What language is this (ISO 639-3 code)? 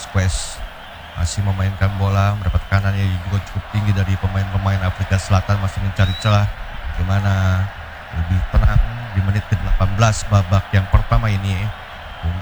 ind